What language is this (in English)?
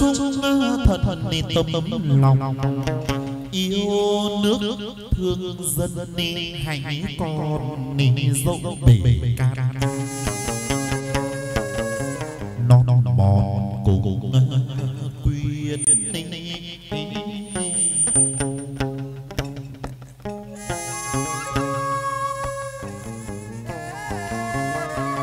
Vietnamese